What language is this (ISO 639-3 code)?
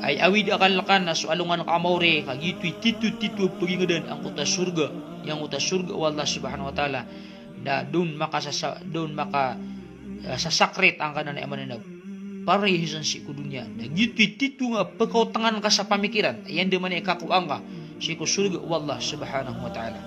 mrw